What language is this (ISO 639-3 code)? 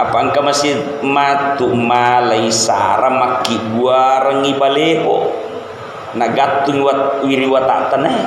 bug